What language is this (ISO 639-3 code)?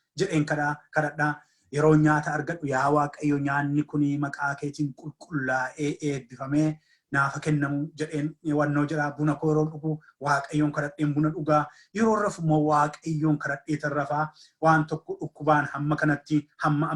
orm